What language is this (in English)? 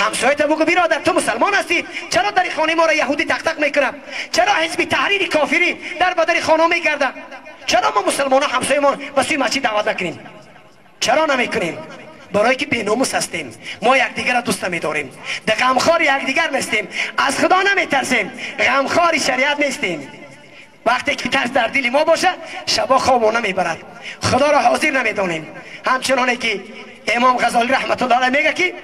Tajik